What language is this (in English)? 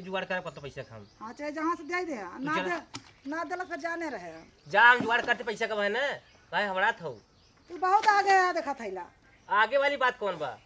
Awadhi